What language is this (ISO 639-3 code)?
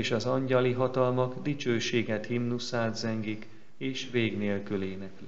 hun